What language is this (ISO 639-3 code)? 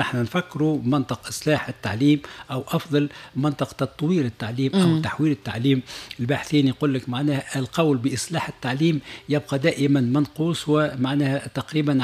aeb